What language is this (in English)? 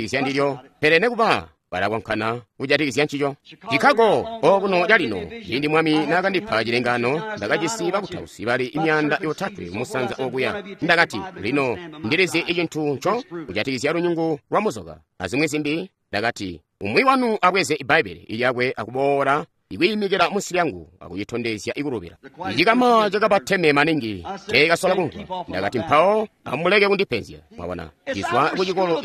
Tonga (Zambia)